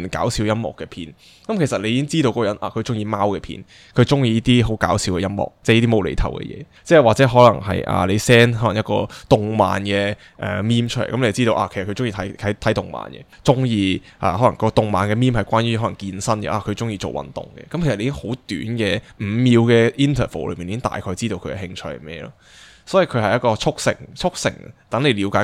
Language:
Cantonese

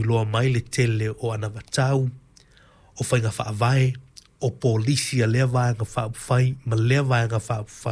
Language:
Samoan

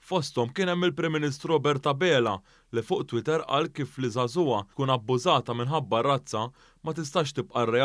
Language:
Maltese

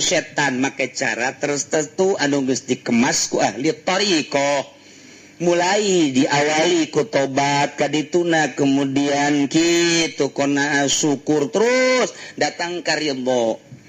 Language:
Sundanese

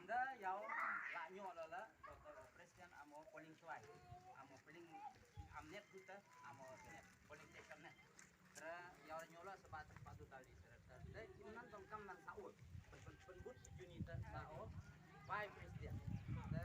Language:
Khasi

